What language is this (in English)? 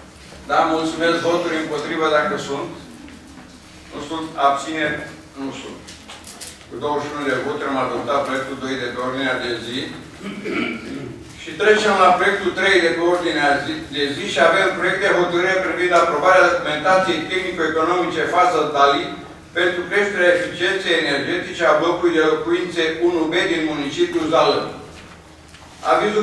Romanian